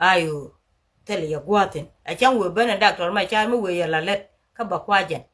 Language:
Nuer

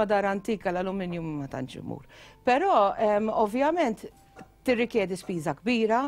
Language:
Maltese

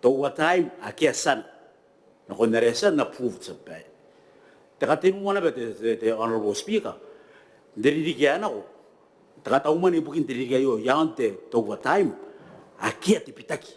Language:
Gilbertese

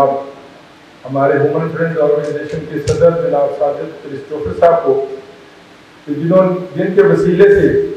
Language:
Urdu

